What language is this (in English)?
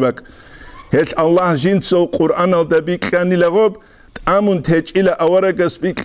Avaric